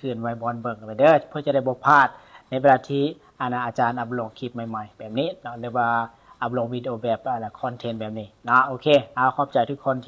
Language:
Lao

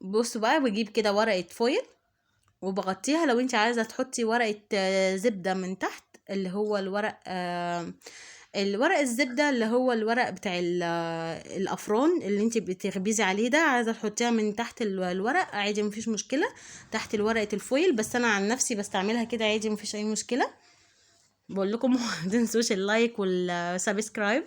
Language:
Egyptian Arabic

